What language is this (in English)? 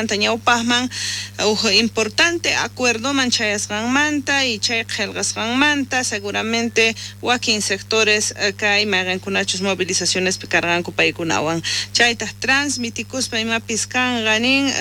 South Bolivian Quechua